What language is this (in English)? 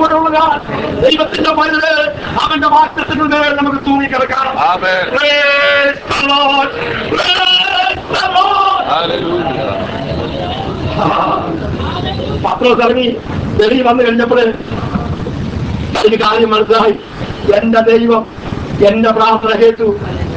Malayalam